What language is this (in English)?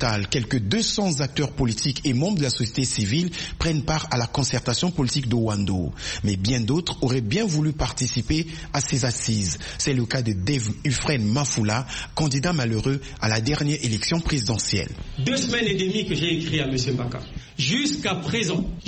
French